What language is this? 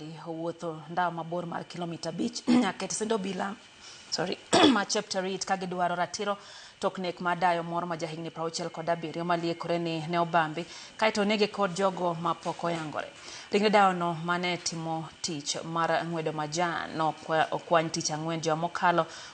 Luo (Kenya and Tanzania)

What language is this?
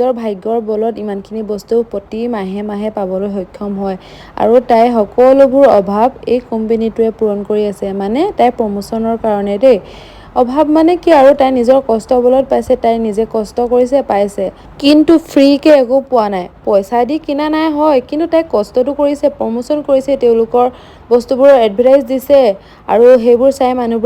Assamese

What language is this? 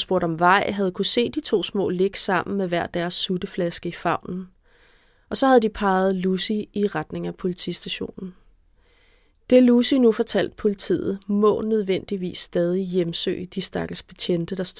Danish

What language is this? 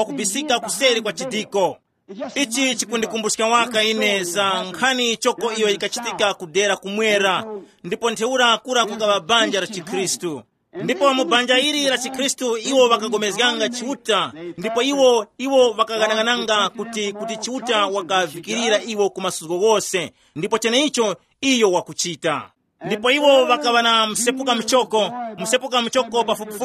Tumbuka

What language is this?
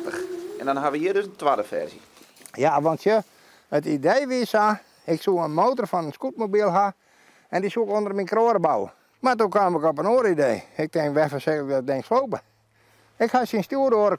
Western Frisian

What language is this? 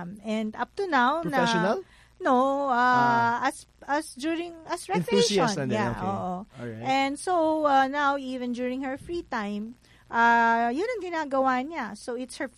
Filipino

